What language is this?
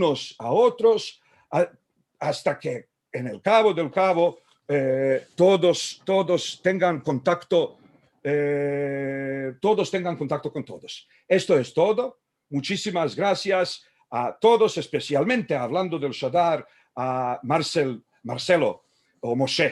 Ladino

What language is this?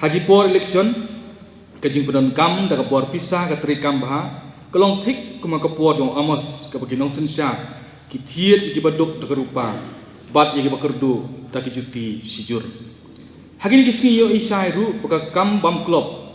Khasi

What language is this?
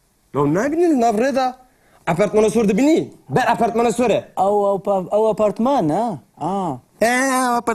Kurdish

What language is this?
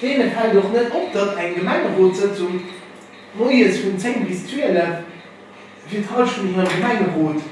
Luxembourgish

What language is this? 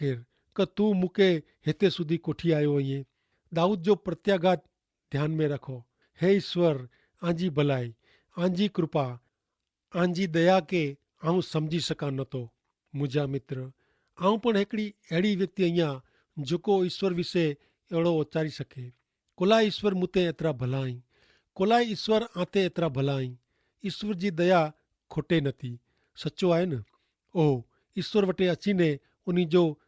Kachhi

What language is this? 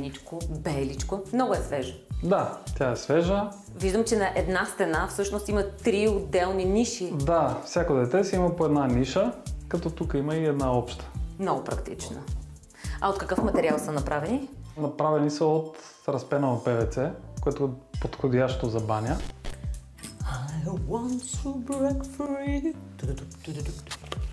Bulgarian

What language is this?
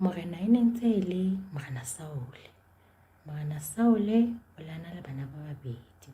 Southern Sotho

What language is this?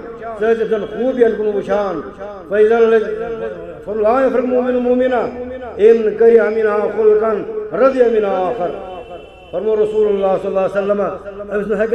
Kashmiri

